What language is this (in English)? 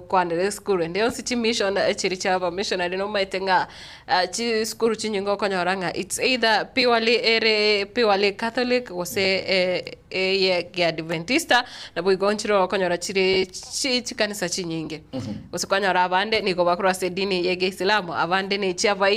Gusii